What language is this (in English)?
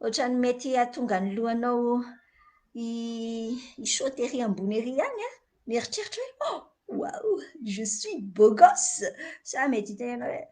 Malagasy